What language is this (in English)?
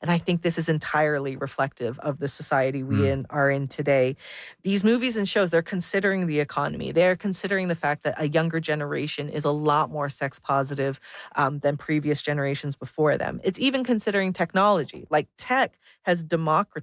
English